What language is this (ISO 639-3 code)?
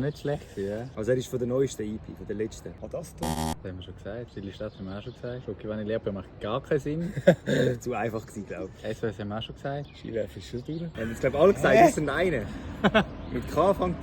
gsw